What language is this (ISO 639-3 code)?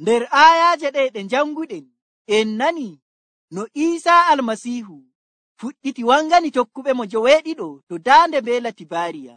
fuv